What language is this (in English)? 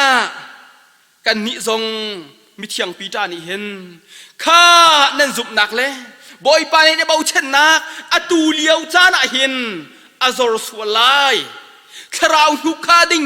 Hakha Chin